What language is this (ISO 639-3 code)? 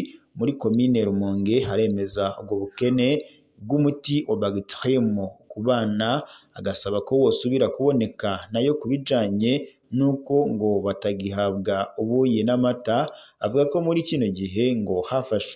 run